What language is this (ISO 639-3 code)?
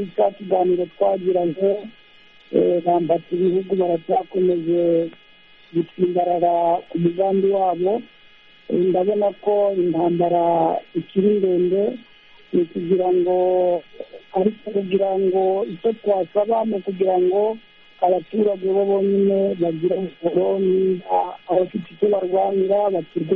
kin